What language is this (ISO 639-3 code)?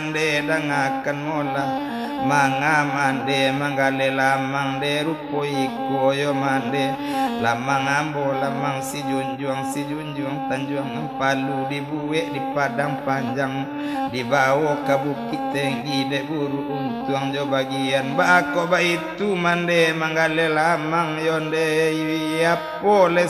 min